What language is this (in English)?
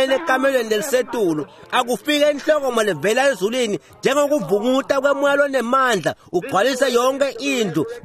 Swati